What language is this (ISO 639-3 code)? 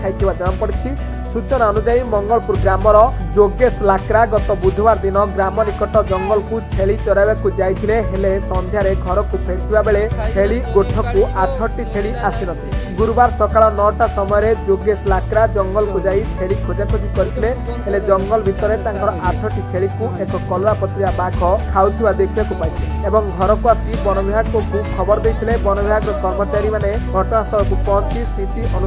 ori